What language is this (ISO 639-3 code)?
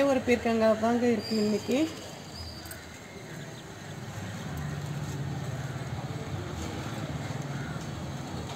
tam